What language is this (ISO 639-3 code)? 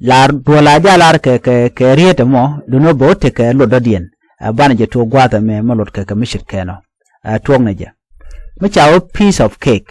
nus